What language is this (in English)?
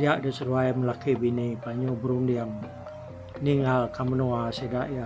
Iban